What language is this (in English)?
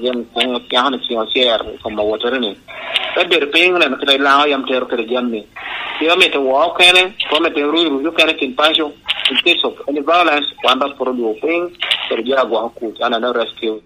Lango (Uganda)